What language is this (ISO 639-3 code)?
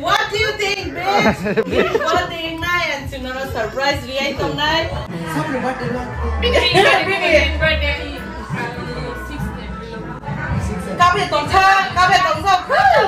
trp